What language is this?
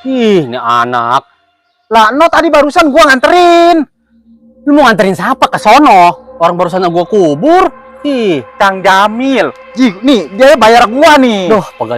Betawi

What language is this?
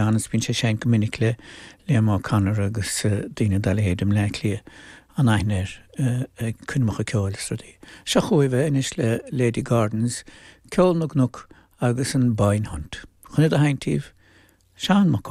Irish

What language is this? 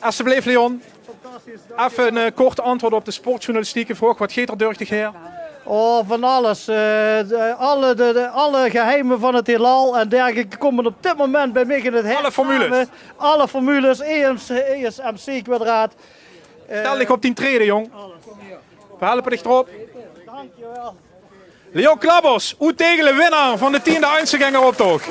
Limburgish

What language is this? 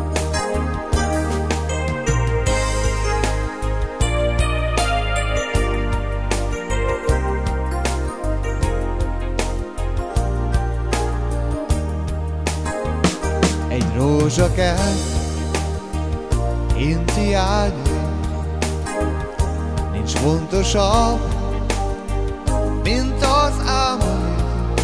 Hungarian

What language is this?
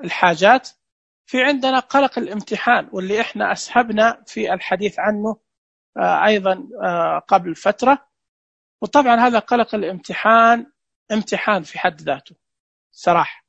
Najdi Arabic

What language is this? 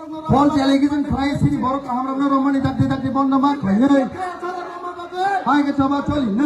Kok Borok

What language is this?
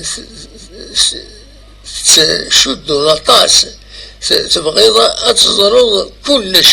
Kabyle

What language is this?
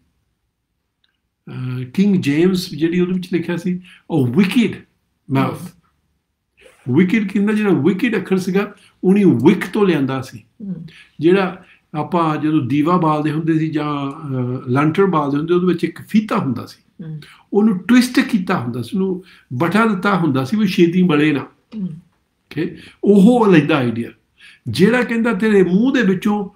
Punjabi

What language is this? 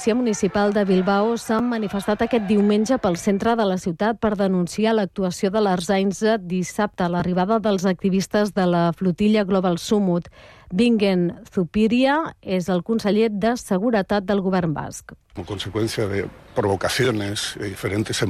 Catalan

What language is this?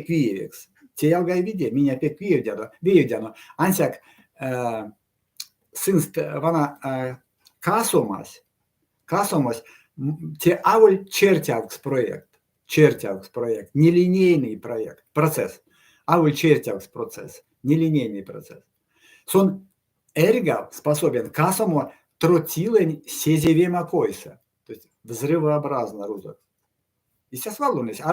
Erzya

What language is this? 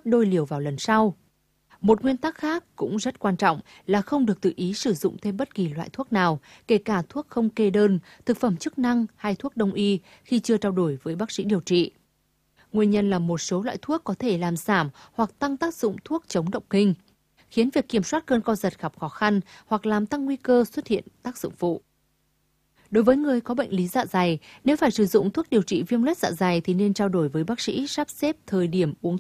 Vietnamese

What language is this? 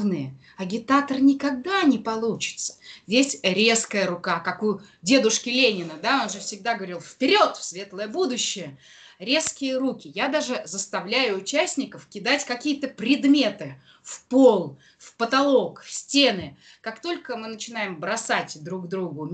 Russian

